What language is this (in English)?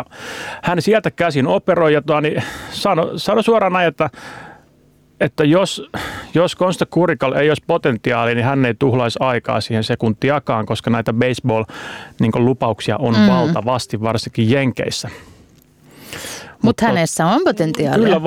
Finnish